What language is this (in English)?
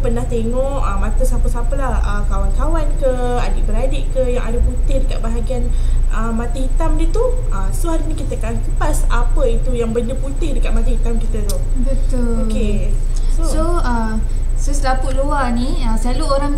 Malay